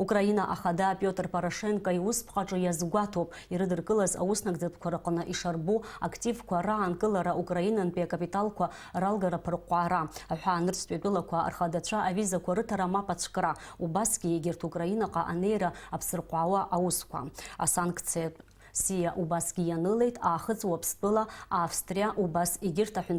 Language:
Abkhazian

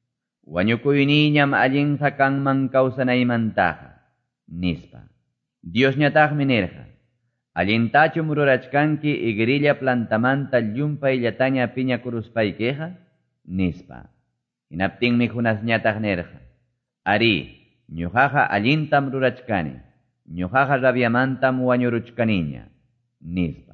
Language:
Quechua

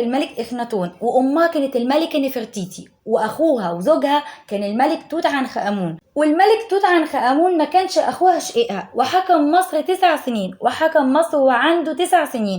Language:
Egyptian Arabic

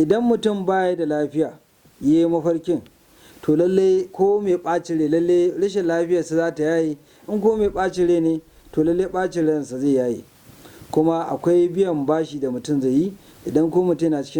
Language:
Hausa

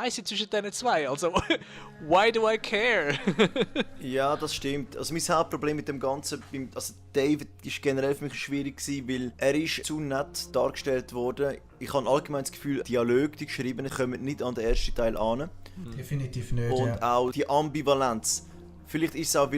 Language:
Swiss German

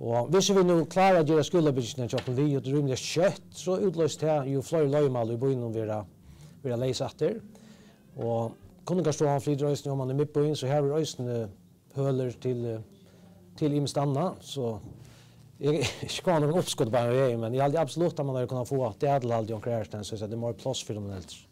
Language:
Faroese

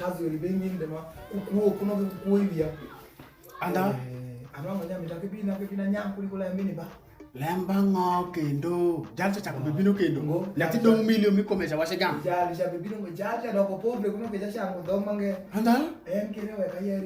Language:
Alur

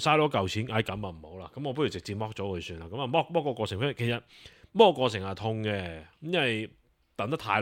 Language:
Cantonese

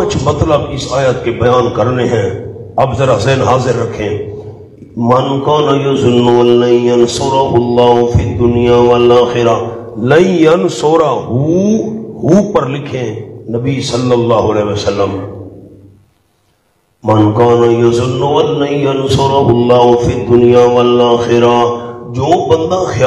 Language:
Urdu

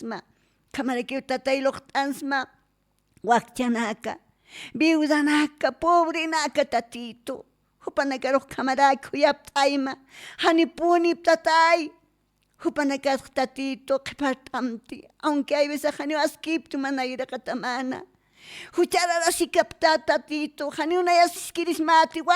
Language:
Aymara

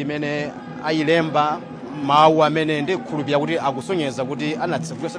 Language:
Nyanja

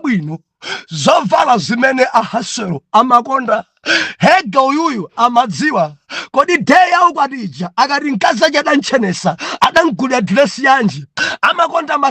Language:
Nyanja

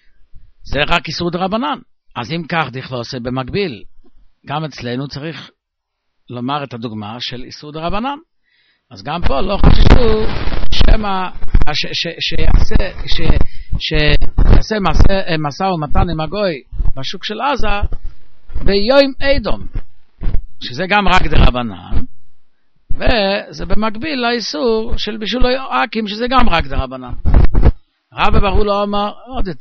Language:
Hebrew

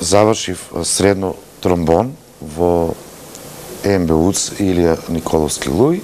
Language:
Macedonian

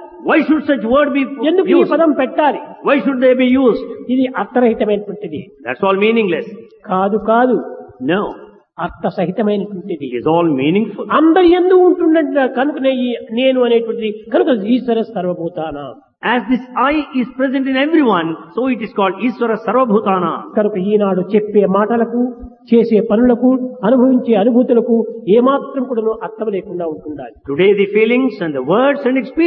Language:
Telugu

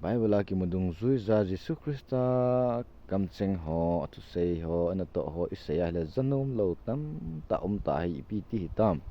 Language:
Thado Chin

